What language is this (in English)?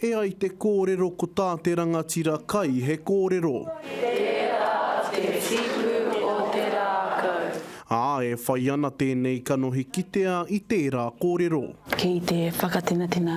Māori